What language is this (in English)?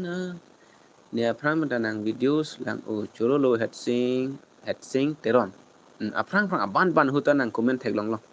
Karbi